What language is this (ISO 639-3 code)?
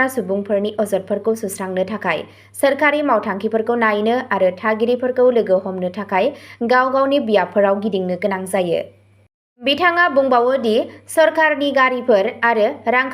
brx